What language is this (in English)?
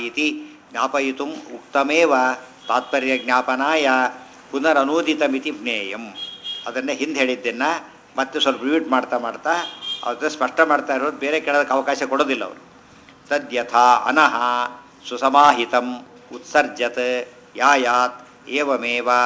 Kannada